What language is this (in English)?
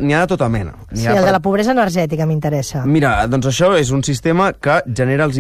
Catalan